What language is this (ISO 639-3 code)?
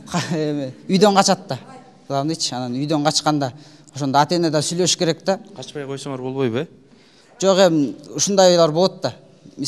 kir